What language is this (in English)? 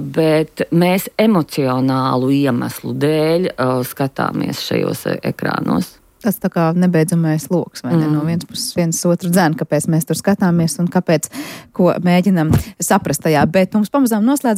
Latvian